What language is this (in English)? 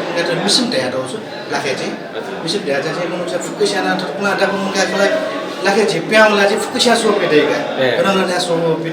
Newari